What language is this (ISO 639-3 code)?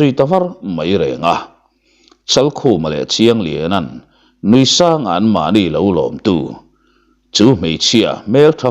lus